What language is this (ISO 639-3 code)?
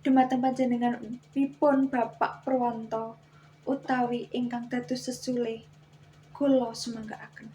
jav